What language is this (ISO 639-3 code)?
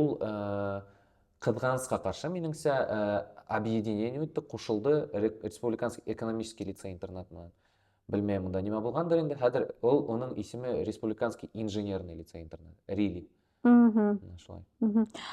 bak